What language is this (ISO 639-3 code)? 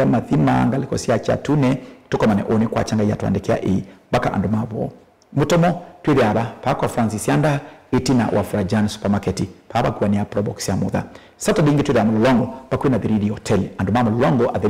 kam